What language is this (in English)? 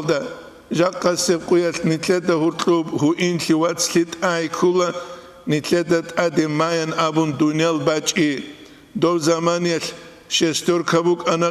Avaric